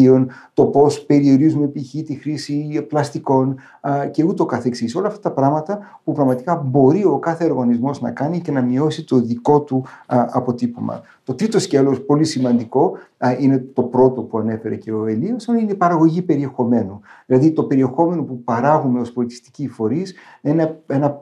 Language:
Greek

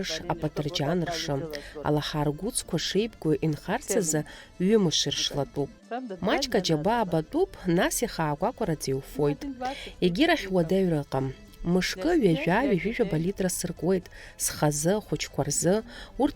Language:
Abkhazian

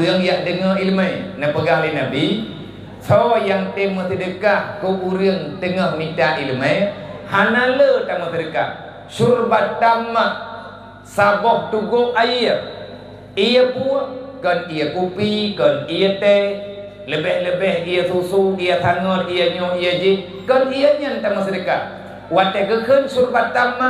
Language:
Achinese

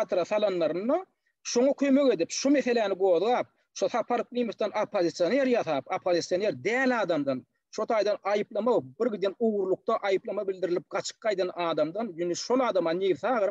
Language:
Turkmen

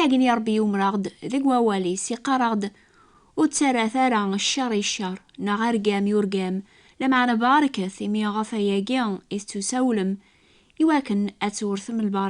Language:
Kabyle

